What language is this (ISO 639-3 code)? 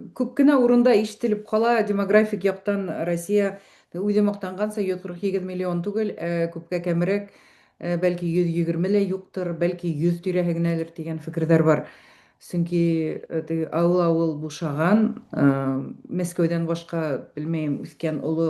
bak